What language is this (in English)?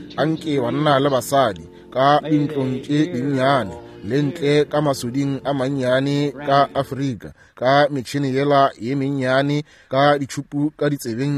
Northern Sotho